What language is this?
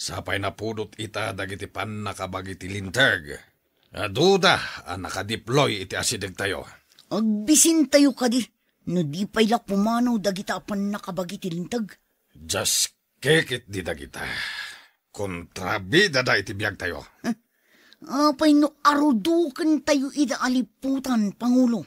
Iloko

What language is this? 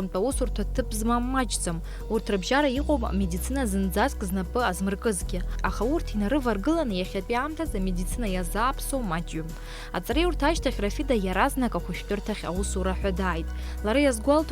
Abkhazian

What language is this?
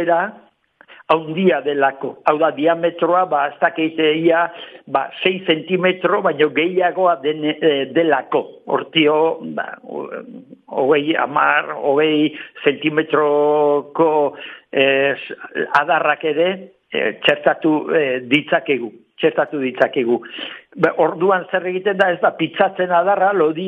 Basque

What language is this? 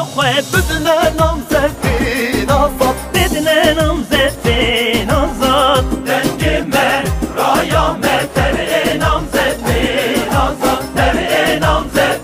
Kurdish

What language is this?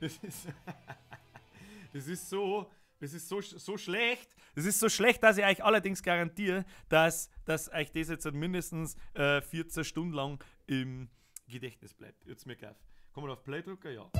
Bavarian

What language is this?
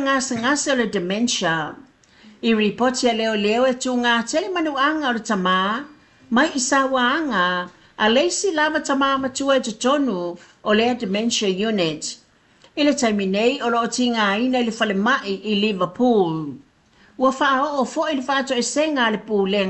Samoan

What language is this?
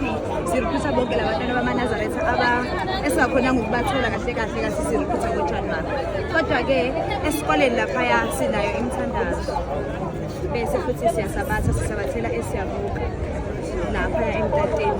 Zulu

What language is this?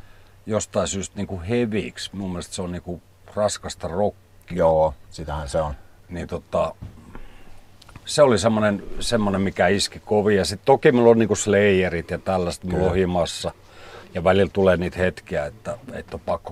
Finnish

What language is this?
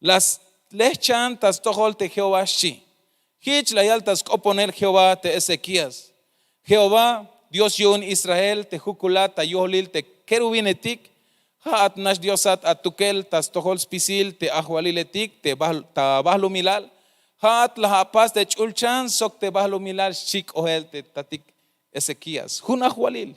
Tzeltal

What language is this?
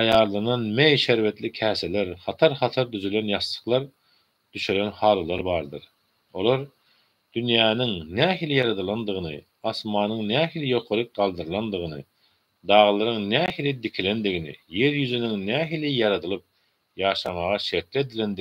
Turkmen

